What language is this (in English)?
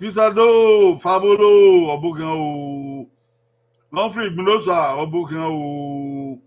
Bini